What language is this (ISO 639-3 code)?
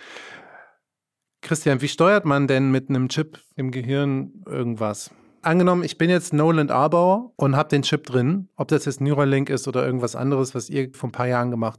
deu